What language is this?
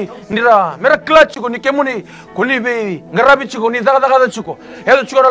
Fijian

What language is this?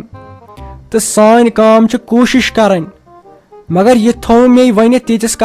Kashmiri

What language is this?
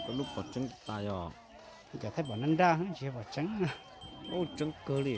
Hmong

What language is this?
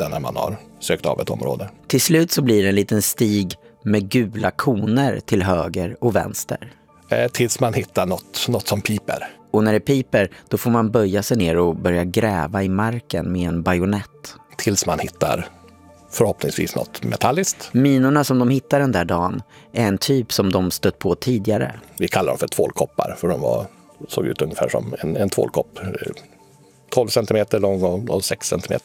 Swedish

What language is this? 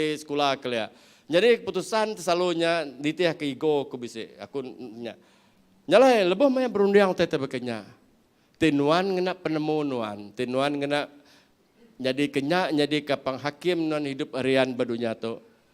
Iban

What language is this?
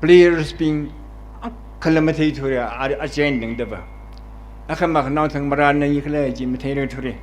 Tangkhul Naga (India)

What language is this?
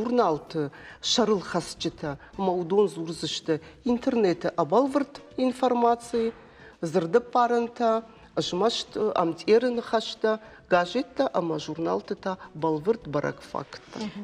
Ossetic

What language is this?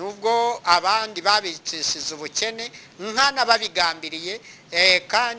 Kinyarwanda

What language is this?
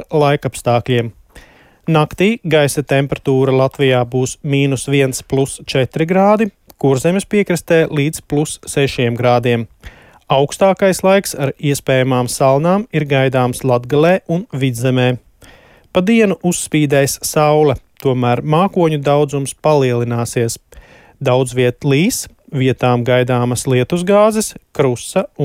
Latvian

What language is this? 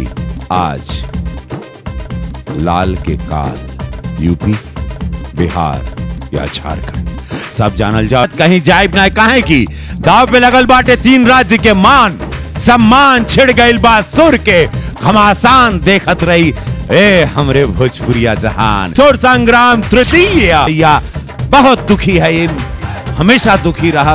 Bhojpuri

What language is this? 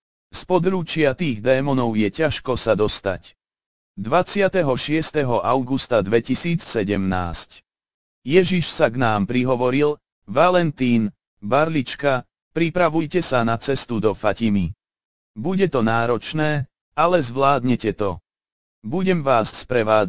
Slovak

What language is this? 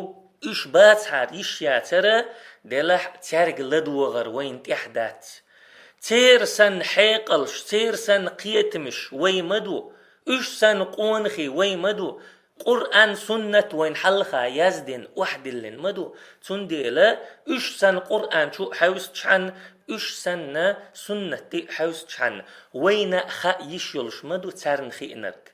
Chechen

